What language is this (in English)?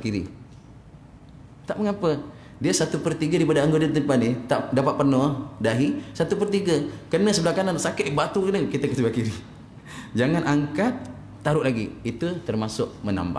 Malay